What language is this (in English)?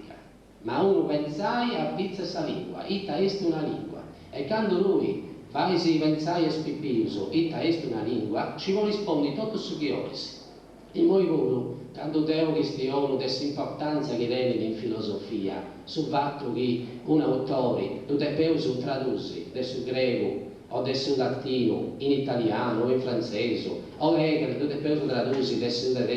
Sardinian